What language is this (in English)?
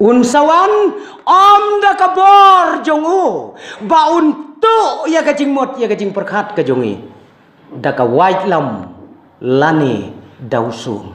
Khasi